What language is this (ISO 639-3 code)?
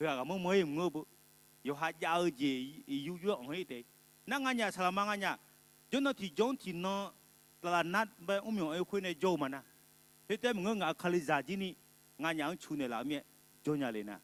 ahk